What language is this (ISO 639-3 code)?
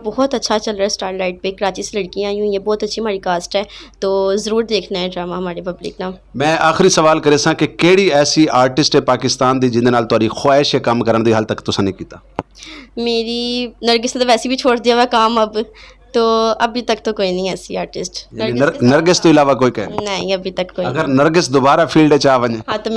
lah